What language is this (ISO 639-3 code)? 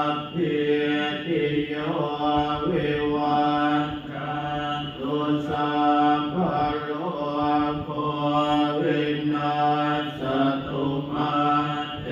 pli